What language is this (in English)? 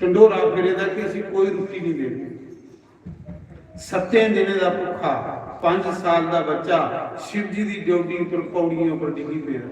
Dogri